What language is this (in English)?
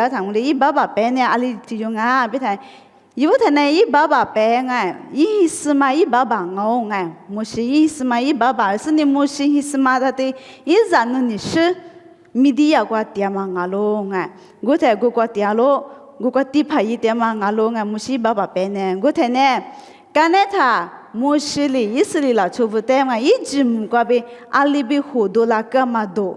Lisu